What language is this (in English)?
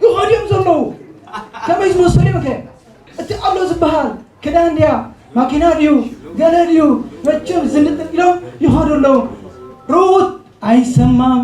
Tigrinya